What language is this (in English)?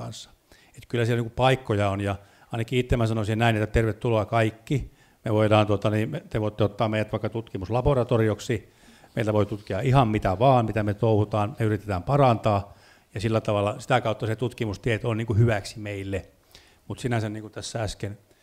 Finnish